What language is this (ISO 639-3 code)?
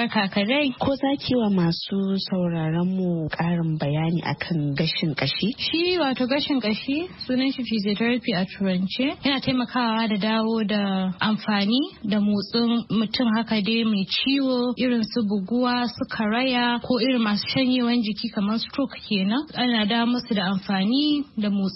hau